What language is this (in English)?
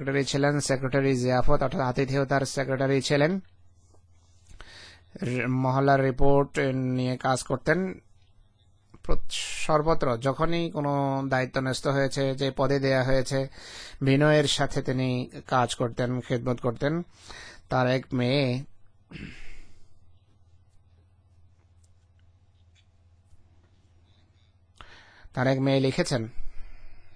Bangla